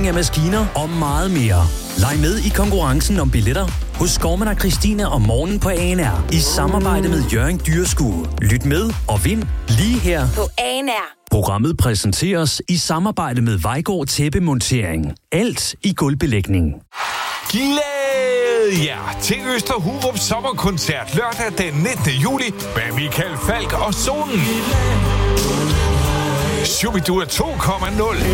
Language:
Danish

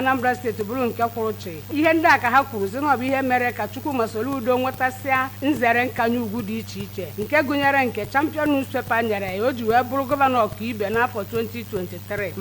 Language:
Igbo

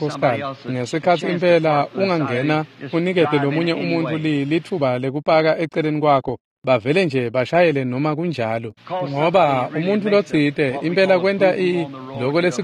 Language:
Swati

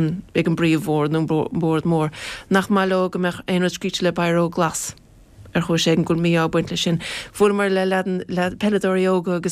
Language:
Irish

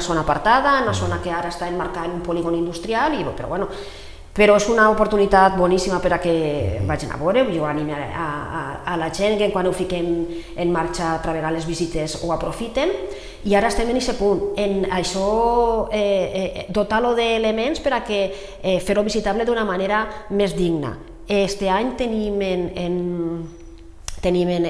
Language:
Catalan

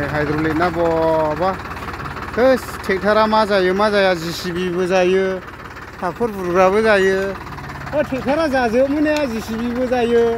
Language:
Bodo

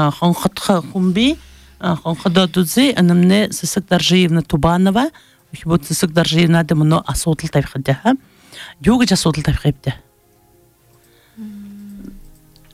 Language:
Buriat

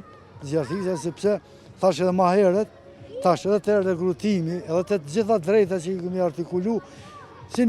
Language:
Albanian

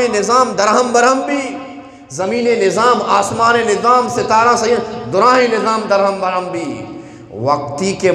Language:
Eastern Balochi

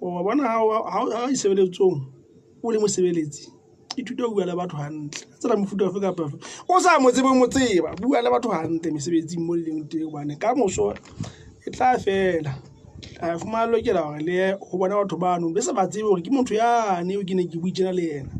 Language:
Southern Sotho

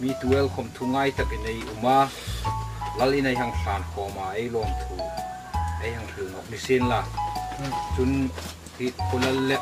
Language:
Hmar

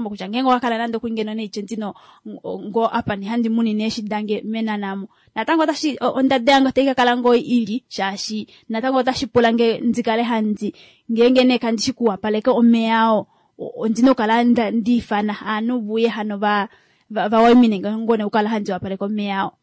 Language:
Kuanyama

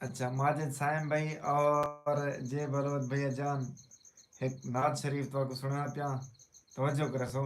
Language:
Saraiki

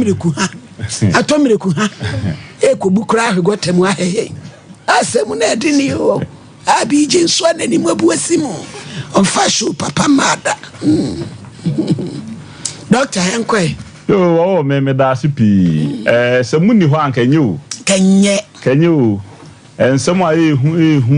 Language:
Akan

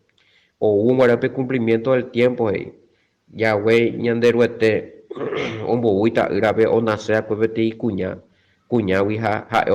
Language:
Guarani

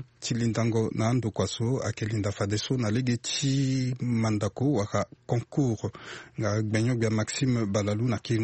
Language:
Sango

